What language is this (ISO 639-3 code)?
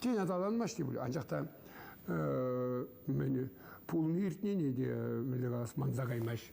chv